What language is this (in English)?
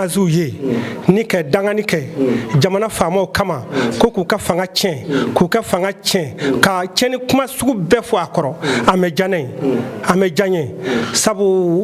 Bambara